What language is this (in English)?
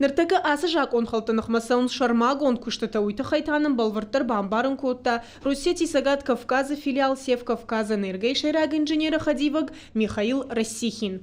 Ossetic